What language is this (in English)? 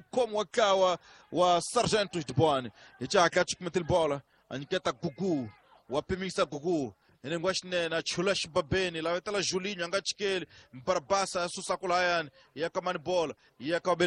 Tsonga